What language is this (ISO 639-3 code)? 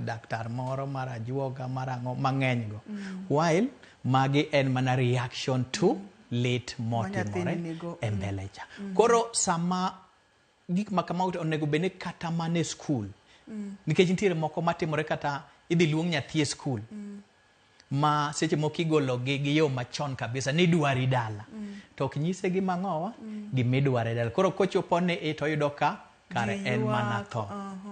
luo